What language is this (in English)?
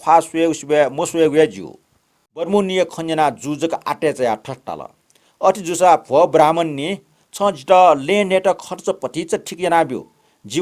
Newari